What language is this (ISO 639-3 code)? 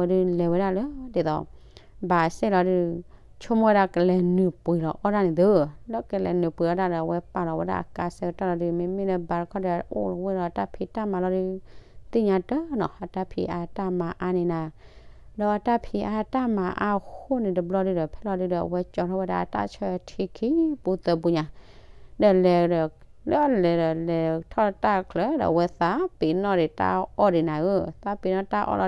ksw